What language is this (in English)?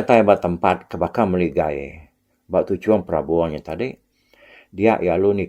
Iban